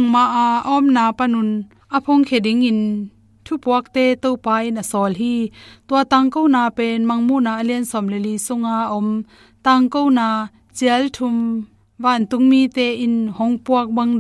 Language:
Tedim Chin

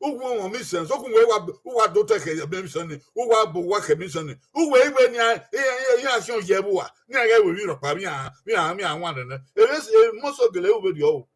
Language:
Bini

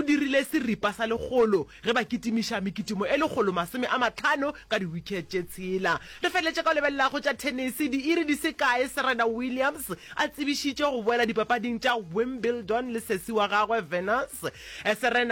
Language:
Northern Sotho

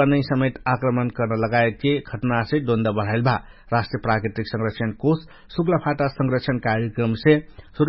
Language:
Dangaura Tharu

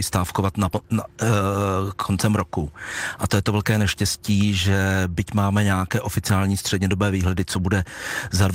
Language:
Czech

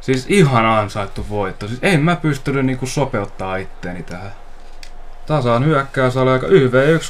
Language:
Finnish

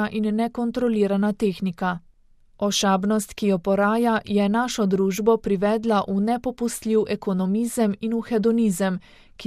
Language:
Slovenian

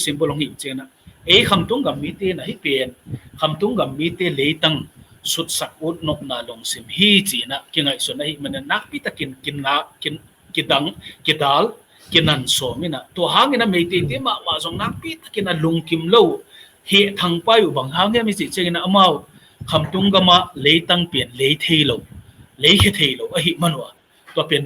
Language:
Tedim Chin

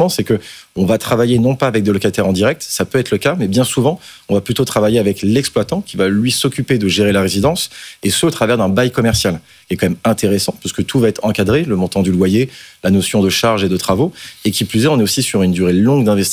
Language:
French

